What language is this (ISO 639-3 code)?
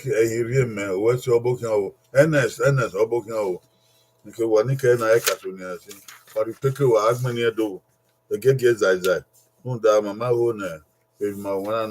bin